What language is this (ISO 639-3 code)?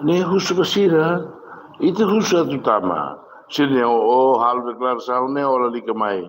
tet